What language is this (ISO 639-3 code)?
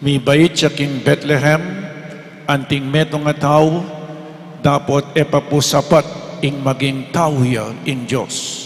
pam